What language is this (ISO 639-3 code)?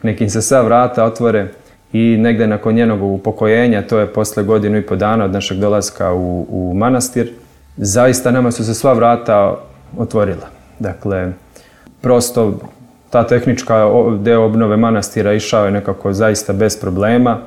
srp